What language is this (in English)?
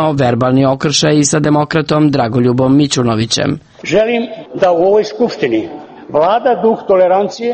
Serbian